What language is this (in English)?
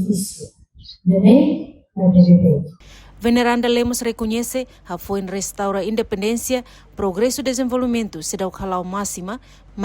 Tetum